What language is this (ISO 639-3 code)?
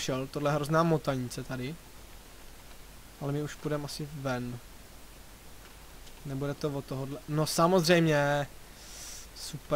ces